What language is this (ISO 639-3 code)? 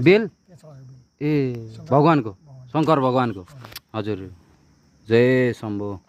nep